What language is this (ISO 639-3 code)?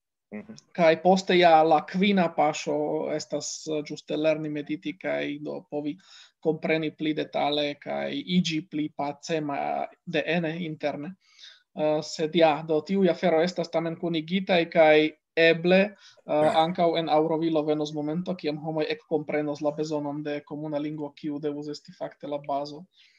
epo